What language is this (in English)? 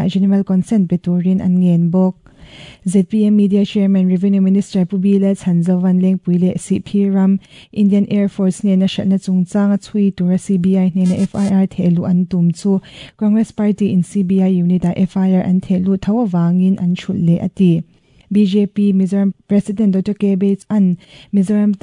Mizo